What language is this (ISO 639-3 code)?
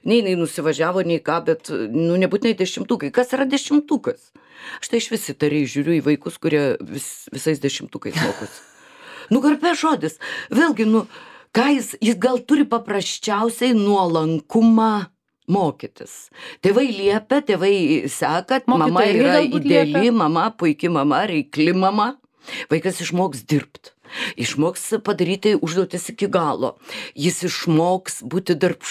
lit